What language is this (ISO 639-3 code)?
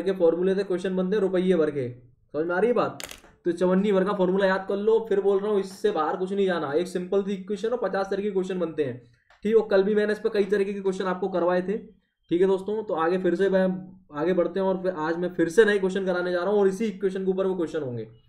hin